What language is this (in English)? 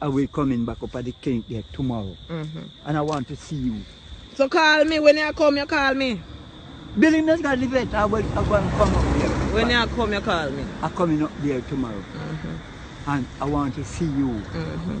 Jamaican Creole English